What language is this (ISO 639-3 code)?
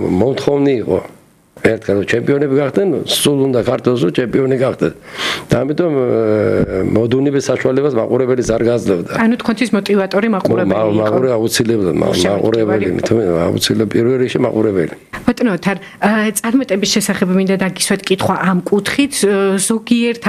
kat